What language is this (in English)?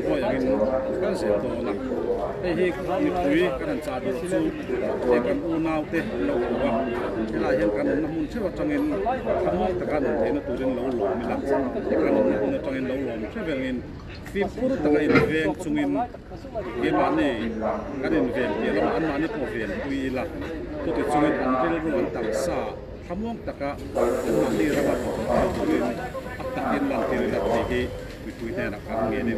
Mizo